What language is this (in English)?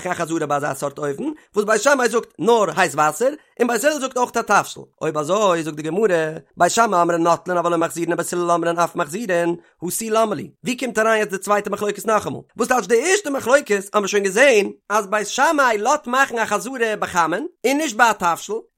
Yiddish